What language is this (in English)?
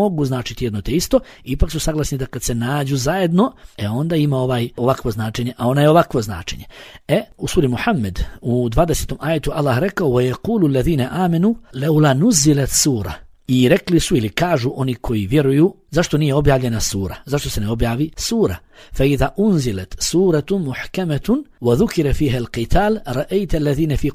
Bosnian